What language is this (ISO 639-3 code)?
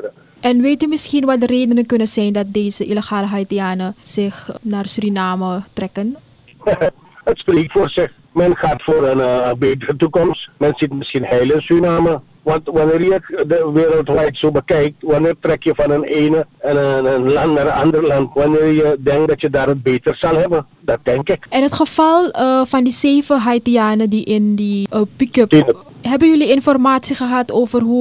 nld